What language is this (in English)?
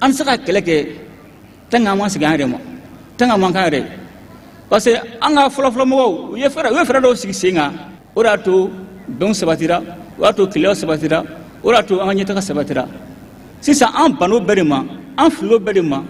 Bambara